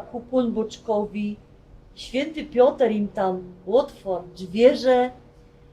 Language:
Silesian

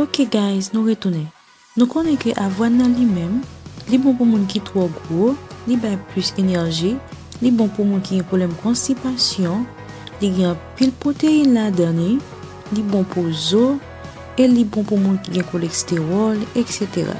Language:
Haitian Creole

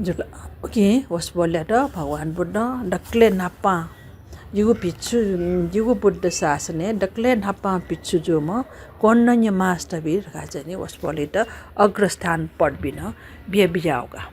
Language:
Newari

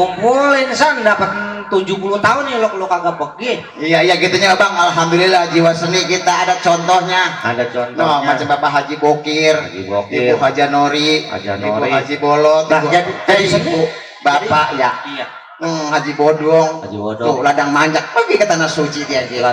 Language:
Betawi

